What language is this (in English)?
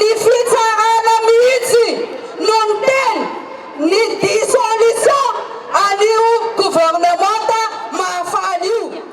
Malagasy